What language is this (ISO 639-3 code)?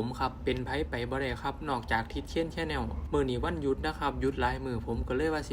tts